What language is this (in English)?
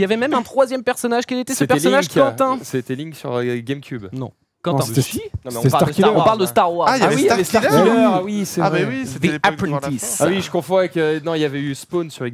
French